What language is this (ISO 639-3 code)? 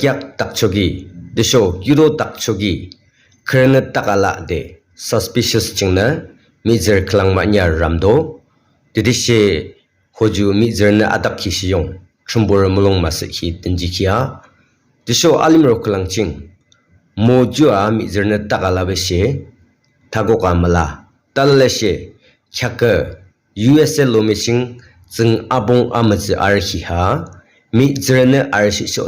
yim